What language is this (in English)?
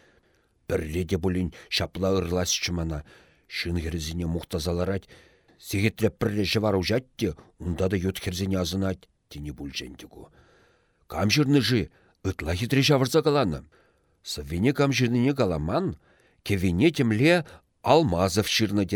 Chuvash